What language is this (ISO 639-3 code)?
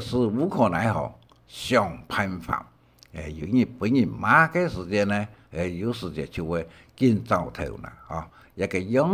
hak